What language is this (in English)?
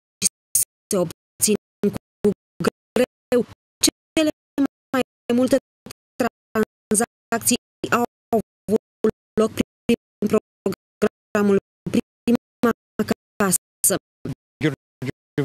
Romanian